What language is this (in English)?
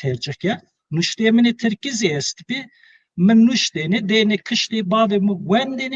Zaza